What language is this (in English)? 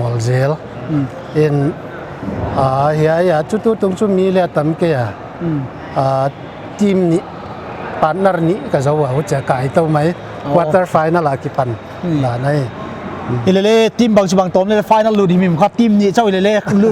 Paite Chin